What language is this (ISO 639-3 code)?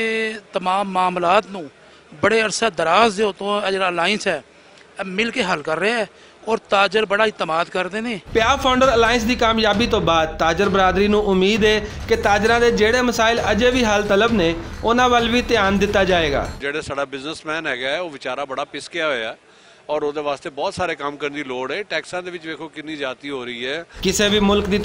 lah